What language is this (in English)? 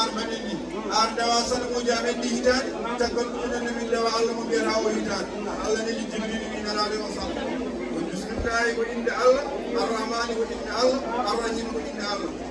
Fula